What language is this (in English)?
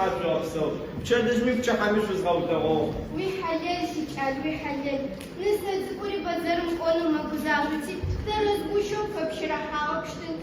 Adyghe